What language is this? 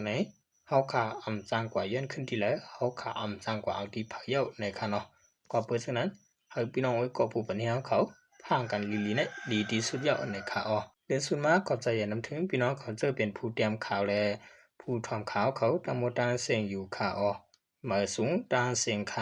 Shan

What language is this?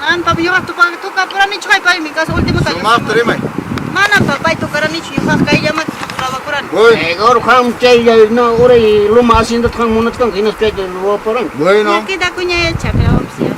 Ayacucho Quechua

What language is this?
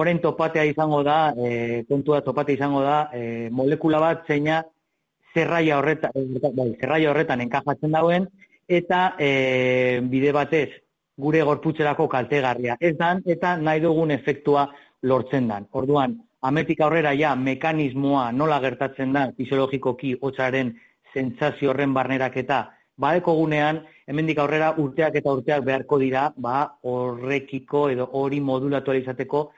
Basque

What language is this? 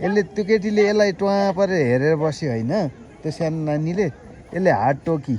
Nepali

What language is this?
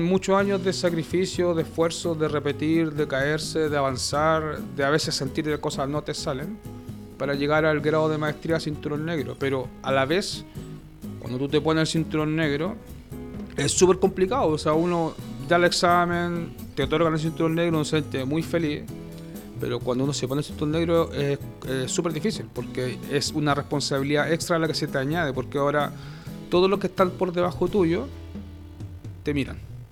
Spanish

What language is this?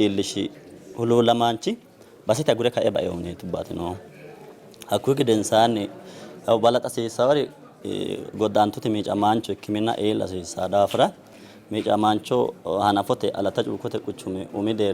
Sidamo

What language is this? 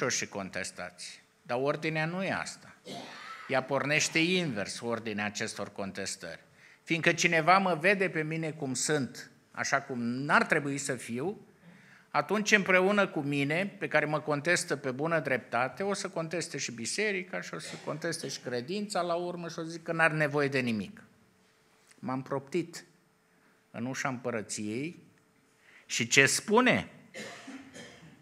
Romanian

